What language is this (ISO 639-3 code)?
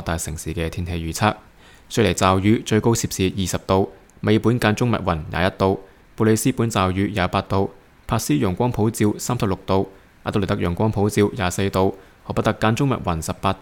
yue